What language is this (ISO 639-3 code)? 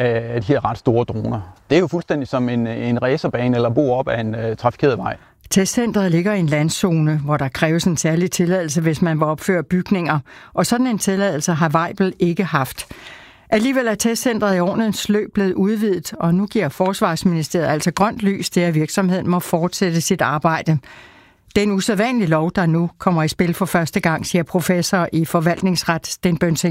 dan